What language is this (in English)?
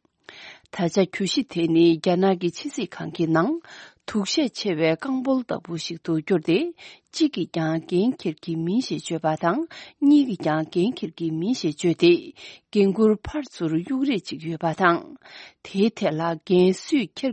Tibetan